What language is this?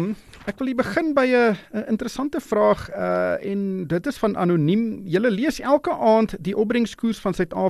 Afrikaans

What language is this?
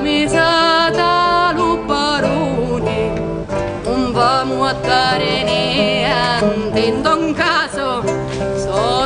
Sicilian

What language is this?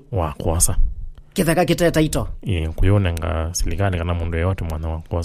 Kamba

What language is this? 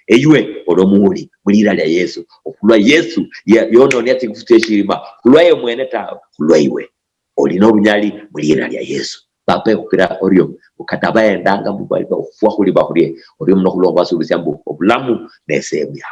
Luyia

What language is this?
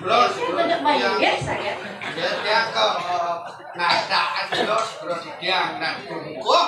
Balinese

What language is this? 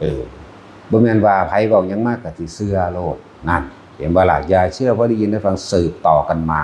Northeastern Thai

